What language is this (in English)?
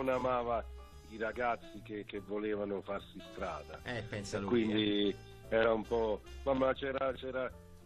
Italian